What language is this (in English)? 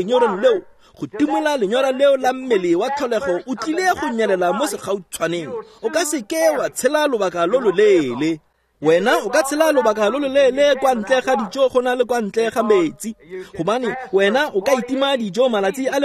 Tswana